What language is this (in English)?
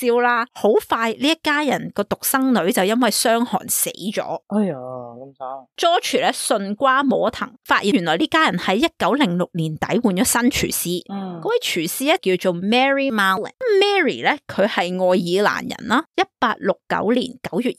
Cantonese